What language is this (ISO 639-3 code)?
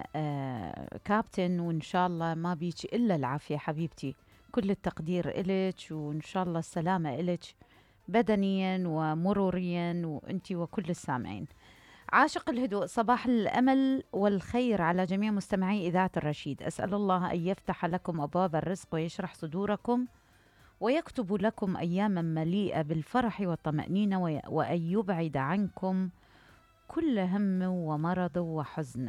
acm